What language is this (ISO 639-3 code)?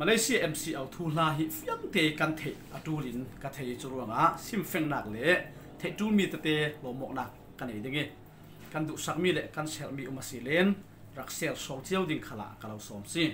cfm